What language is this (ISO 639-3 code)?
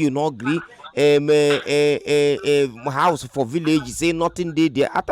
pcm